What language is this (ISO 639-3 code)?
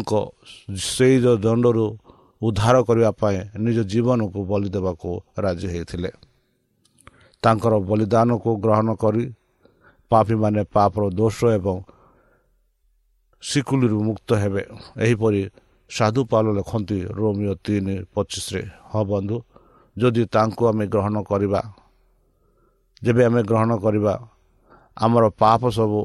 ori